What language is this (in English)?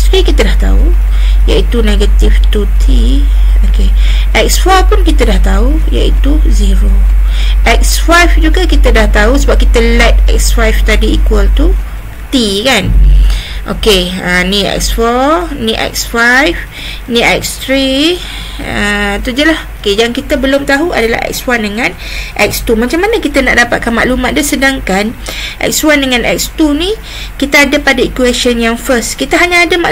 Malay